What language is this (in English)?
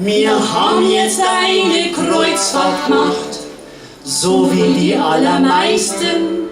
Bavarian